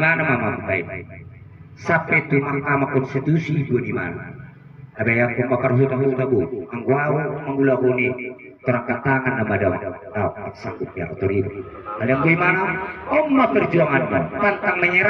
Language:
Batak Toba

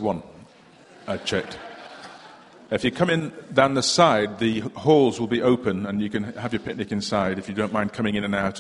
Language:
English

